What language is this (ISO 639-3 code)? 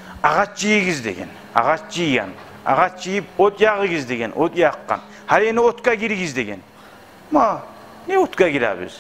kum